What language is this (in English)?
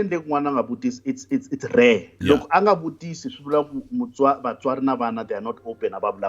Tsonga